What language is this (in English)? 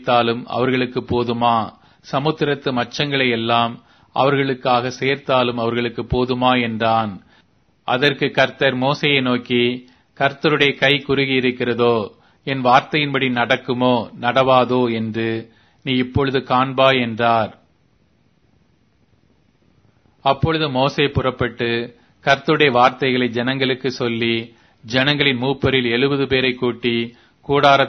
Tamil